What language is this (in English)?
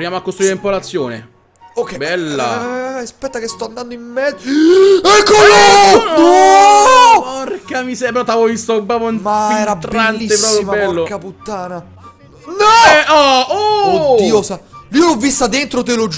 Italian